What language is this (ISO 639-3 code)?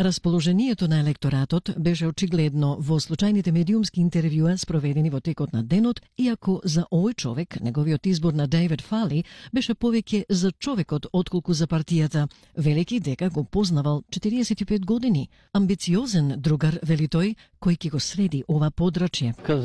mkd